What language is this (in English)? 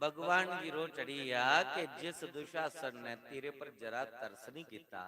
Dogri